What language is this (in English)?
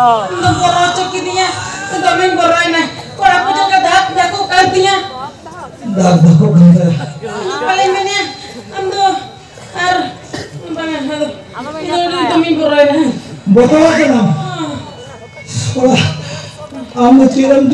Santali